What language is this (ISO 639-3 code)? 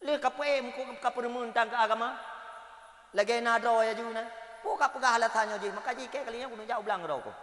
ace